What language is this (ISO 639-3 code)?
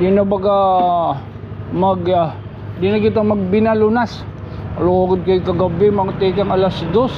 war